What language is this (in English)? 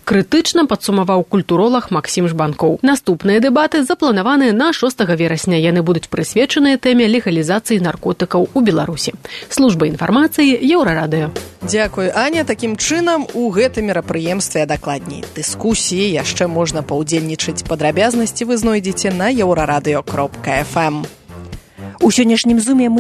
Belarusian